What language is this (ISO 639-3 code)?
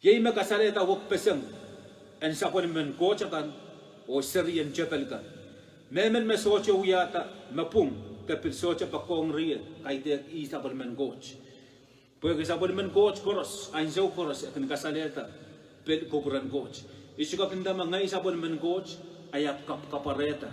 pon